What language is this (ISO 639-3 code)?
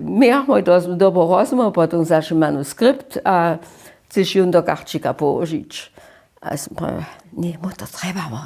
hsb